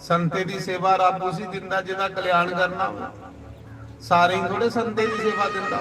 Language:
Dogri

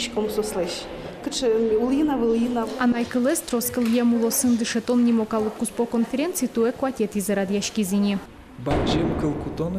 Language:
Udmurt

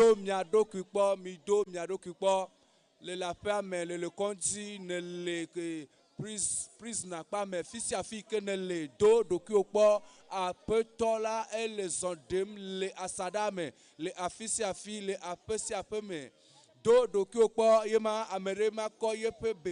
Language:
Ewe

